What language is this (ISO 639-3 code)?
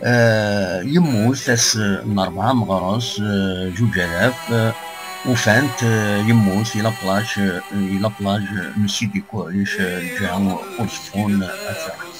kab